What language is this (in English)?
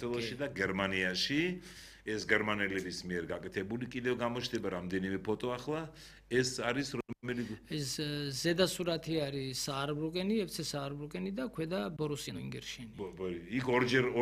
Georgian